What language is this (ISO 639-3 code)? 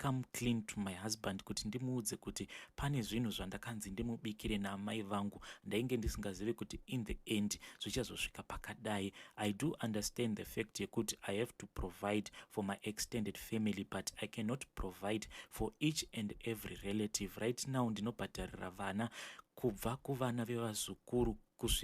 sna